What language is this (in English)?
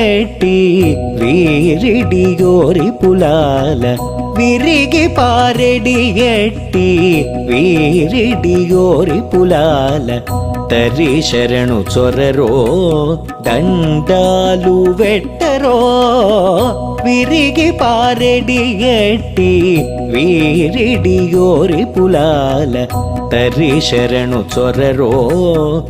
Telugu